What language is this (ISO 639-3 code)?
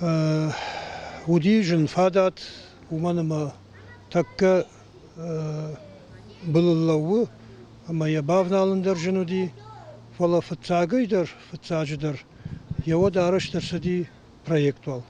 oss